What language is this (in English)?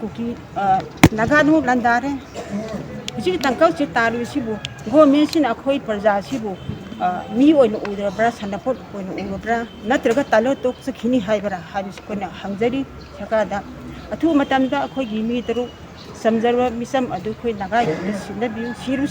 Manipuri